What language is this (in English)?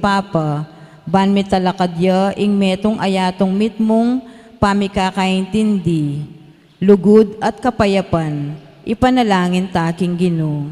Pampanga